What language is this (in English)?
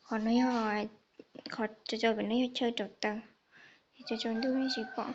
Hmong